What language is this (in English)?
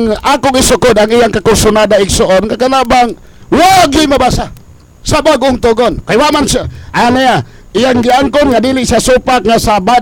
Cebuano